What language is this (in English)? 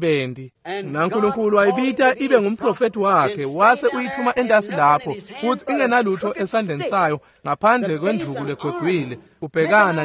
Swati